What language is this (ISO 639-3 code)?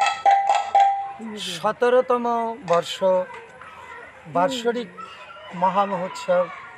ben